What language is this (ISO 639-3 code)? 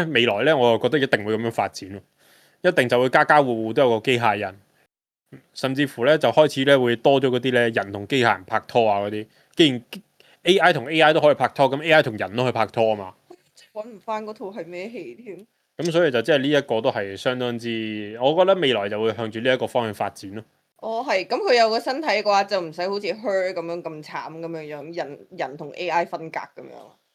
yue